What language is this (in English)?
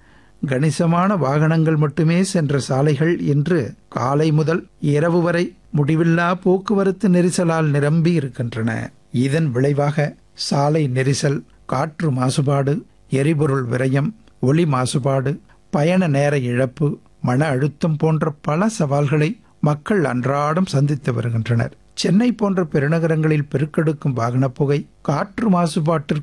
Tamil